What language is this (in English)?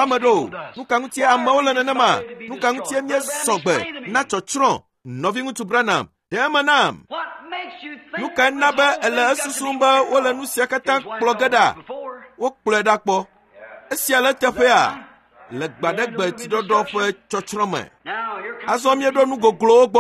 Ewe